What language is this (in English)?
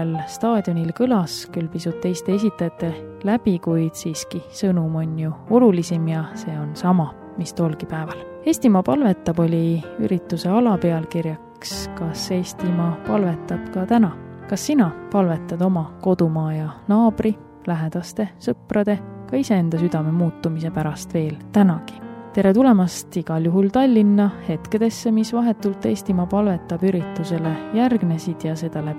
Estonian